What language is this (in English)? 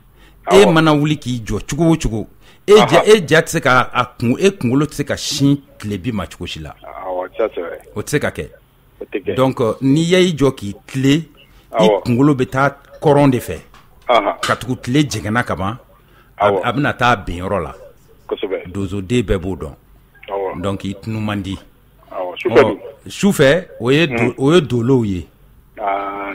Bambara